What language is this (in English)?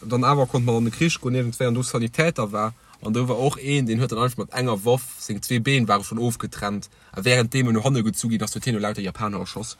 Luxembourgish